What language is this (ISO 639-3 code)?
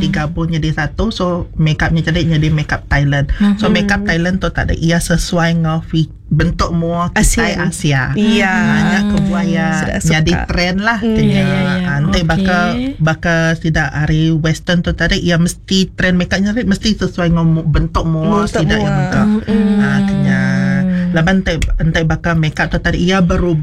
iba